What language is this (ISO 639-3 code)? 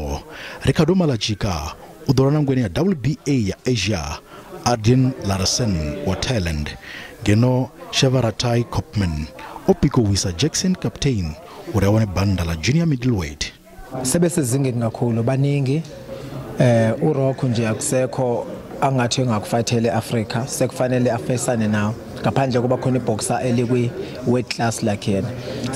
ven